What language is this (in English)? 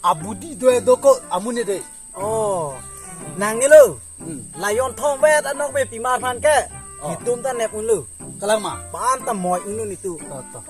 Karbi